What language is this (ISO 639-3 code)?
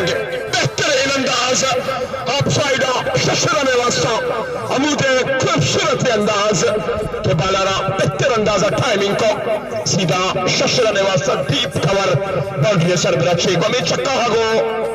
bal